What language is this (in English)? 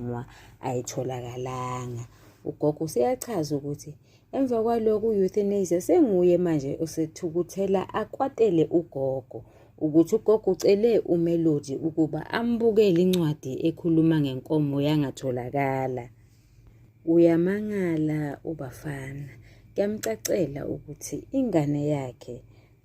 Zulu